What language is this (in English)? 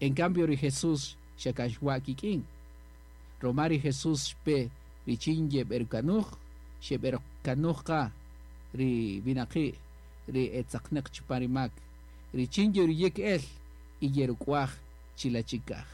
Kaqchikel